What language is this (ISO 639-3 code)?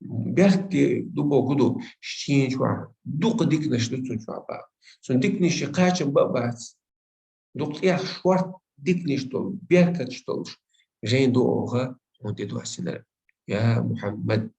che